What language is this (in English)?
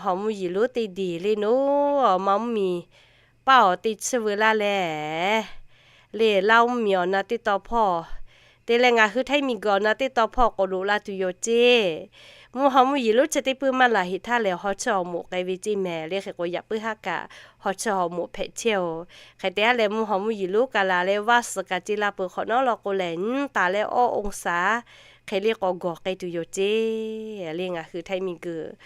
Lahu